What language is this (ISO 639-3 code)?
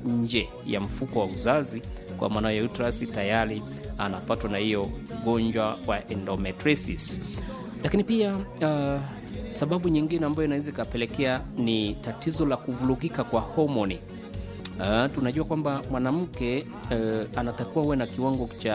swa